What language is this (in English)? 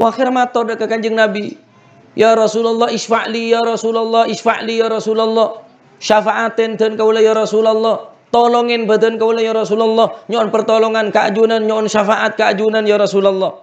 Madurese